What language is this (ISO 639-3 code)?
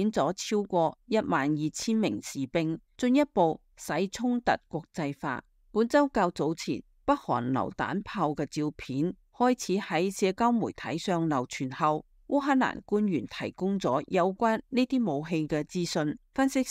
yue